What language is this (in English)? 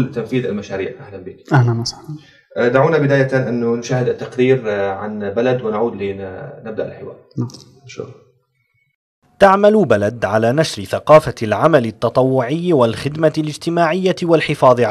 Arabic